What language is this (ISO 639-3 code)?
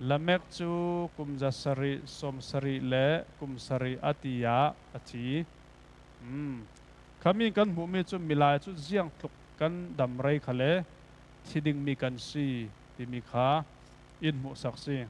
cfm